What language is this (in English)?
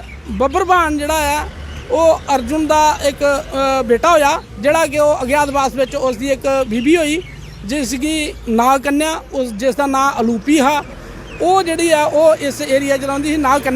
Dogri